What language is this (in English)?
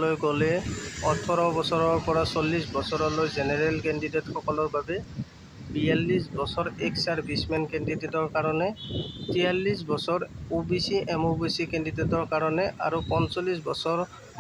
Assamese